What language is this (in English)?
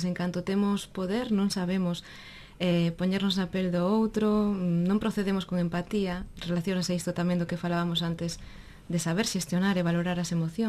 Galician